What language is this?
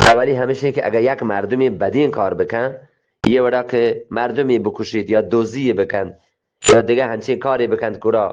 Eastern Balochi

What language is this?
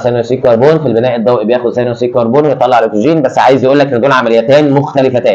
Egyptian Arabic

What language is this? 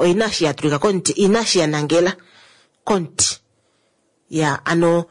Kuanyama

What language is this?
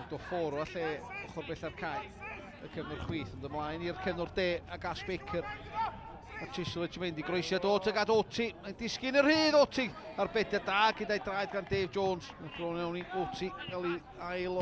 Welsh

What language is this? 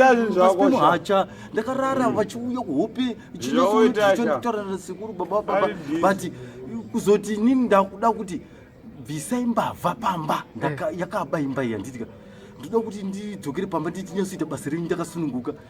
Shona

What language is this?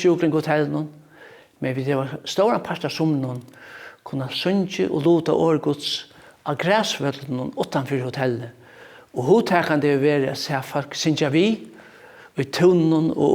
Faroese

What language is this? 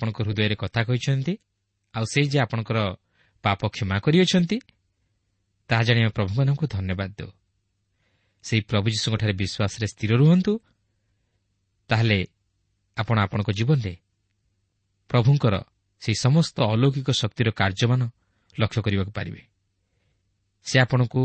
Odia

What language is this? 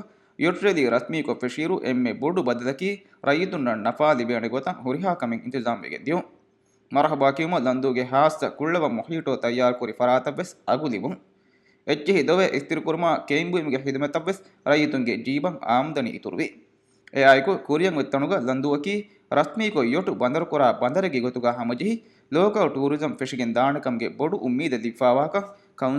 Divehi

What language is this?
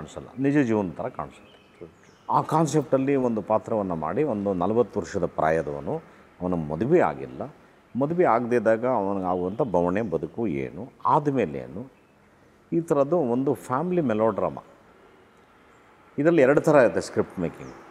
Kannada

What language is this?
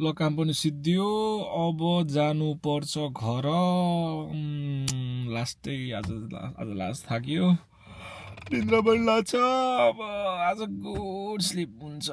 Nepali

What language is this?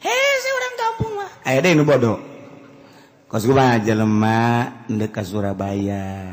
Sundanese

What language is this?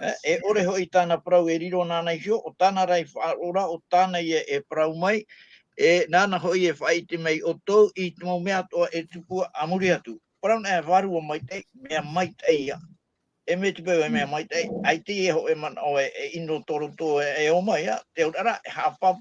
Tahitian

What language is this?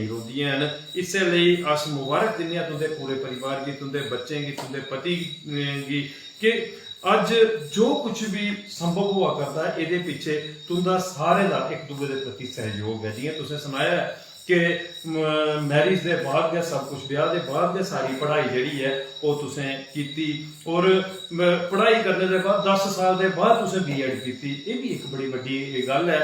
Dogri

